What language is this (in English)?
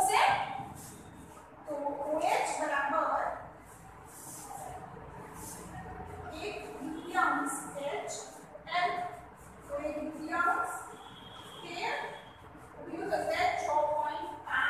Gujarati